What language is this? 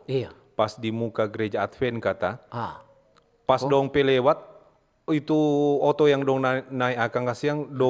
Manado Malay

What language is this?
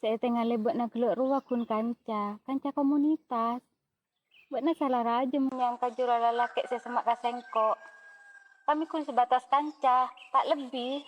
Madurese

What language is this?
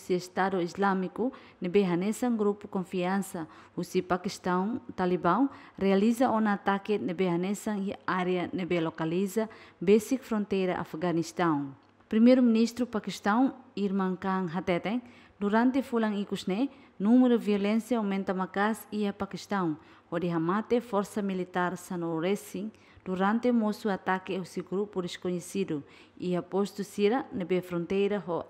Tetum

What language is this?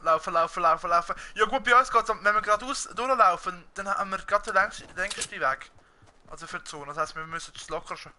Swiss German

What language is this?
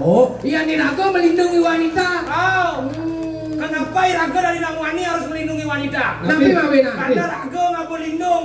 Balinese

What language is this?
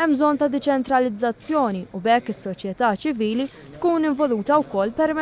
Maltese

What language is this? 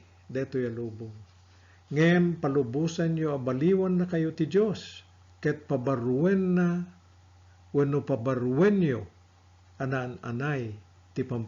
Iloko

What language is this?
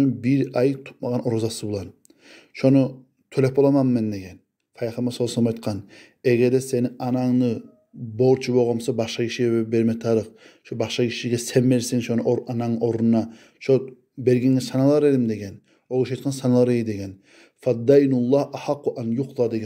Kumyk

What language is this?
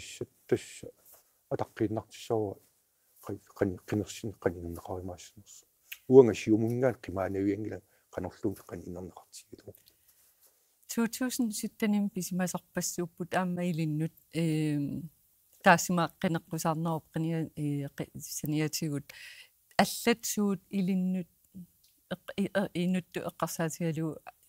Kalaallisut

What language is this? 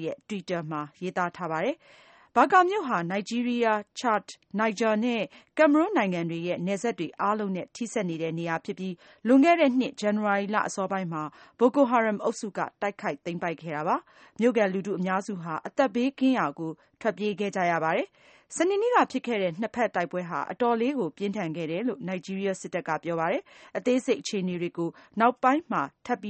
Burmese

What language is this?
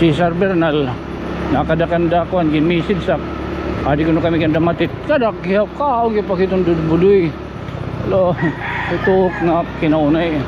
Waray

